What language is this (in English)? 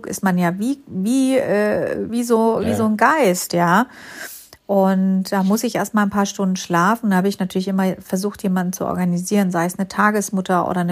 German